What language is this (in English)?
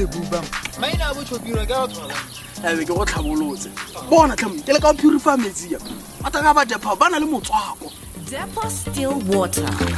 Tswana